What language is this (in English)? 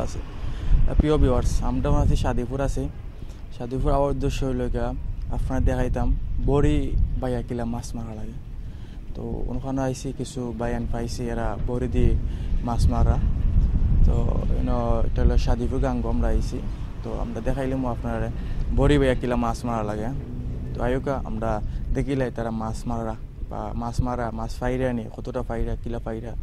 Sylheti